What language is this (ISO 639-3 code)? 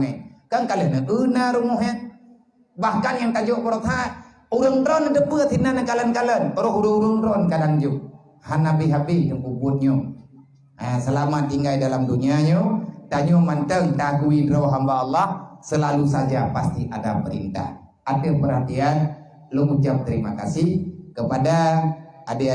ace